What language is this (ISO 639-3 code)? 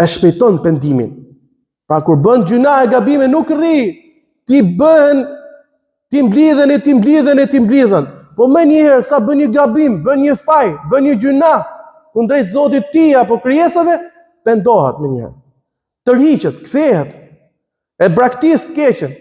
sqi